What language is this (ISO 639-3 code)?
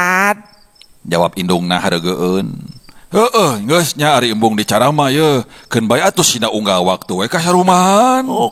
sun